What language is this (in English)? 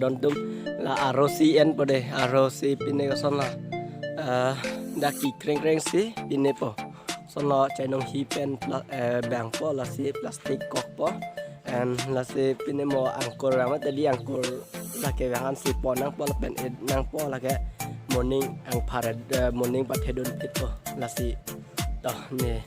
Karbi